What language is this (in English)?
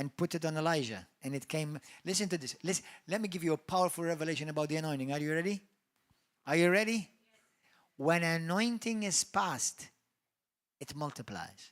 English